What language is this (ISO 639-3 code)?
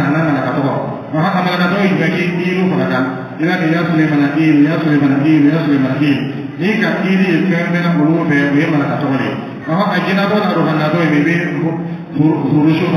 dyu